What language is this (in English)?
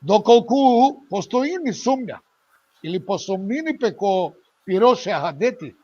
Balkan Romani